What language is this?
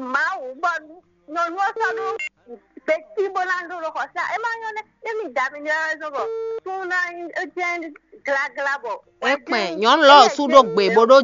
Fon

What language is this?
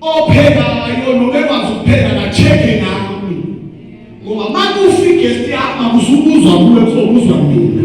Zulu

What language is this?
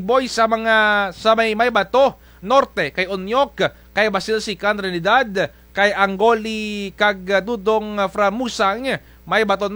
Kinaray-a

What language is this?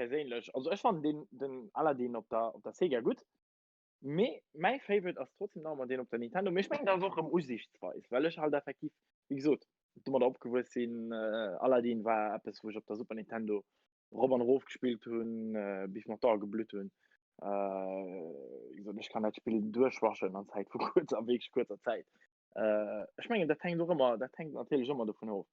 Luxembourgish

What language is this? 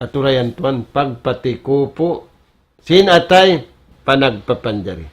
Tausug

